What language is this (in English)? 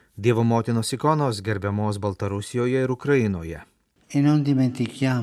Lithuanian